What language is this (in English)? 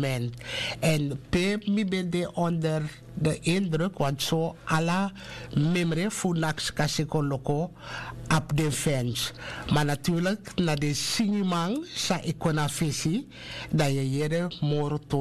Sranan Tongo